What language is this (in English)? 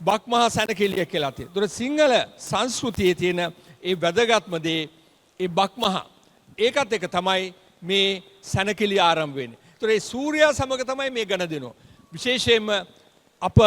Sinhala